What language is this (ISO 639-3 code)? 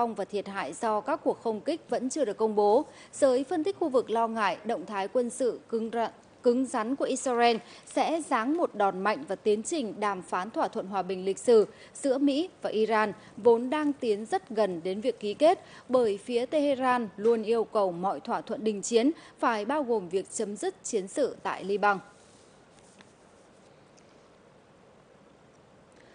vie